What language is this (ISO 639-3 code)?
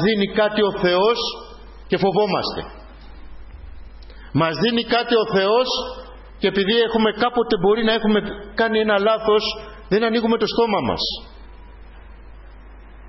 ell